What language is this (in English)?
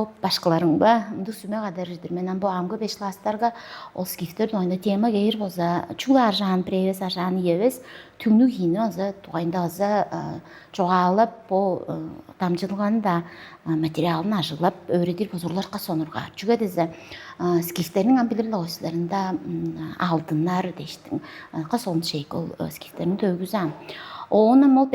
Tuvinian